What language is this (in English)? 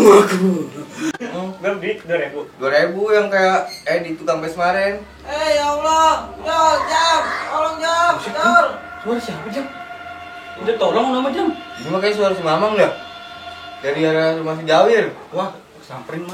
Betawi